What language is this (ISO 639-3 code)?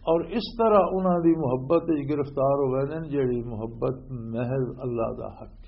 lah